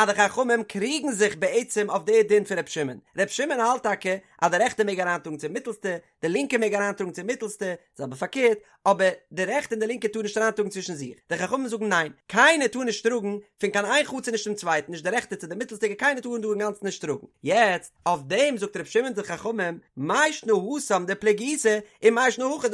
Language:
Yiddish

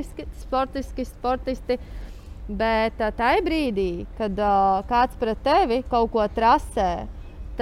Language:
Latvian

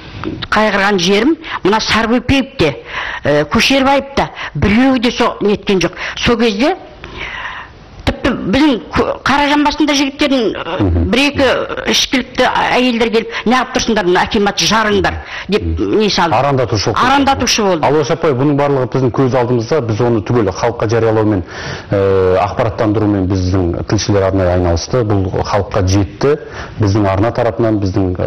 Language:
Kazakh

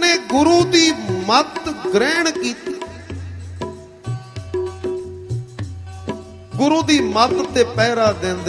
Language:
Punjabi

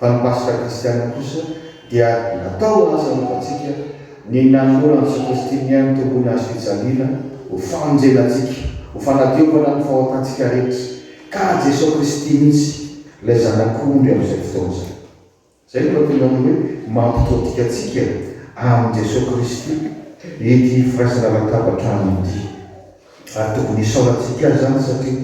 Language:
Malagasy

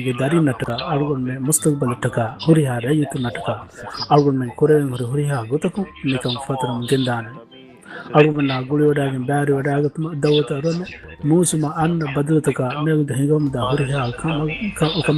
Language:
Divehi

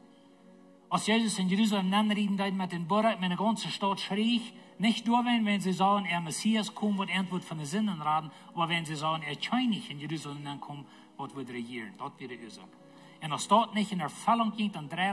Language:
Plautdietsch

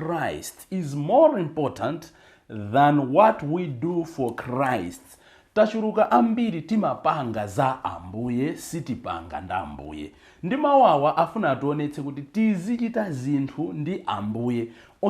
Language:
Nyanja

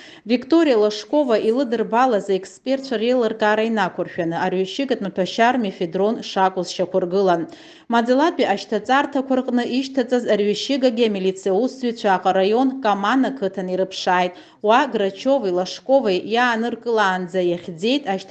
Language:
Abkhazian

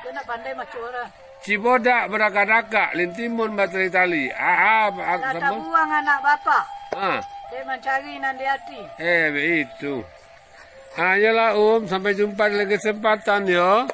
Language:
Minangkabau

